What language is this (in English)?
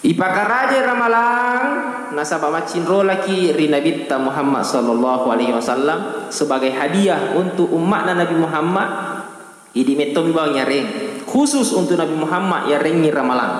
Buginese